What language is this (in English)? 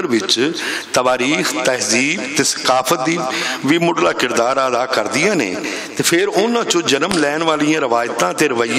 Western Panjabi